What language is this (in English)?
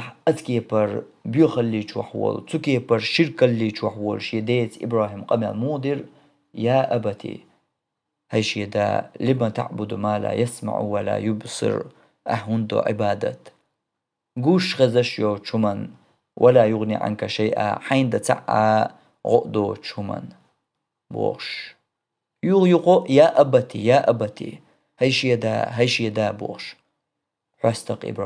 Chechen